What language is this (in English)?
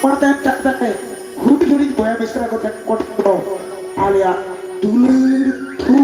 Santali